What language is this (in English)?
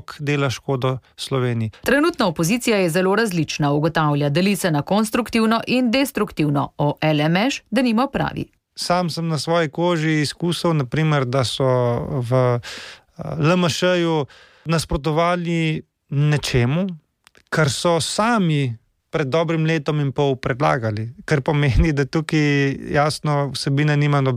Slovenian